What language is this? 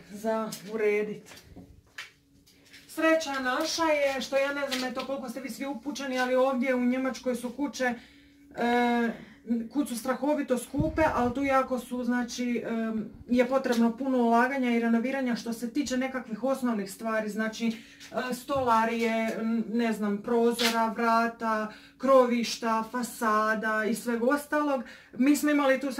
Croatian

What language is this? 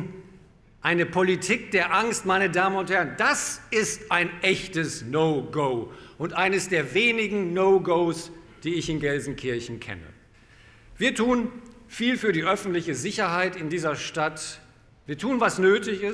German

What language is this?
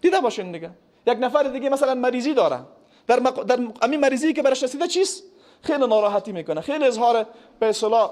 Persian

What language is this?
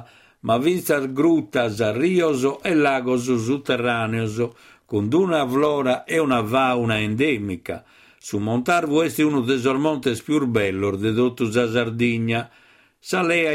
Sardinian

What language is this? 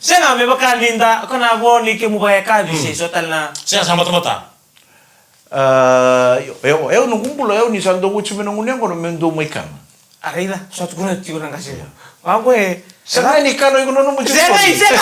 Fijian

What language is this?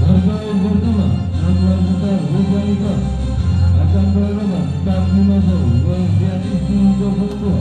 Ambonese Malay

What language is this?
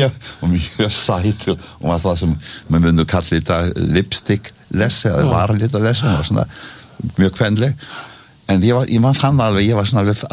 Icelandic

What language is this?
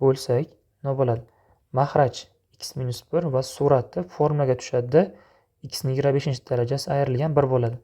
Uzbek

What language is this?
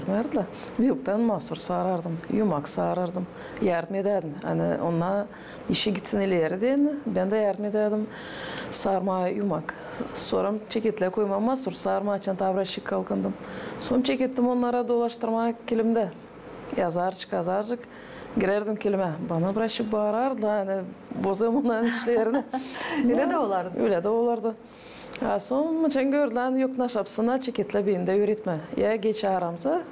Gagauz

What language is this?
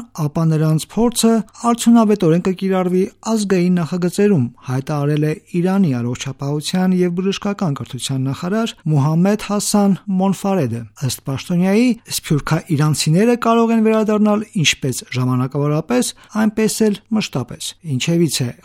Armenian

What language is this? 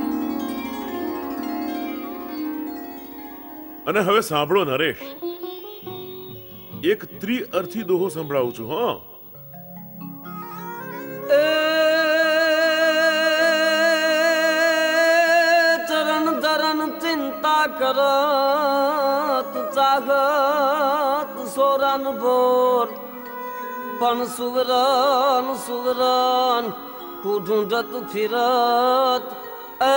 Gujarati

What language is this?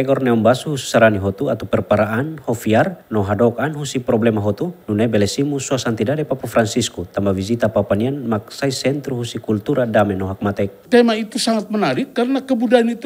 Tetum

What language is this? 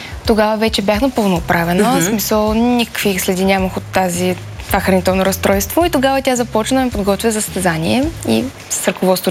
Bulgarian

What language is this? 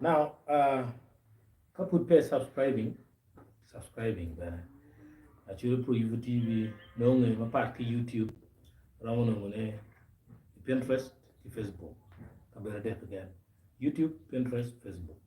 Acoli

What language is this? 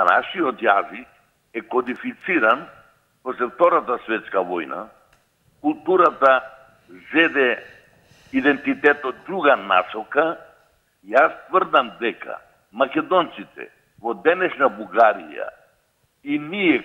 Macedonian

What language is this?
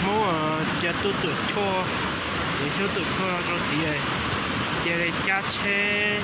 Hmong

